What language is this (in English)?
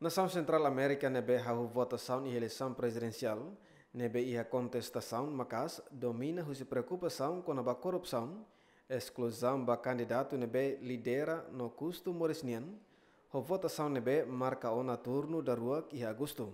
Tetum